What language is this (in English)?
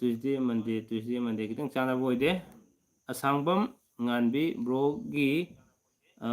Manipuri